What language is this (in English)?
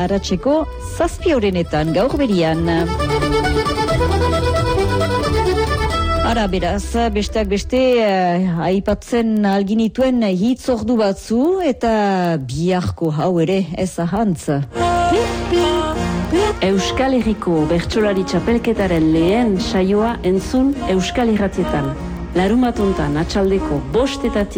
Basque